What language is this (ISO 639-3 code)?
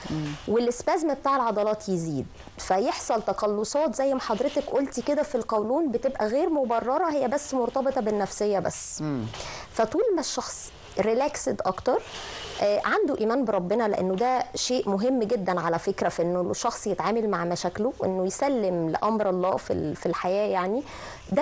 arz